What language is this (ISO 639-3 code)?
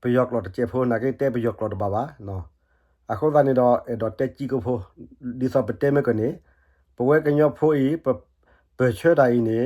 ksw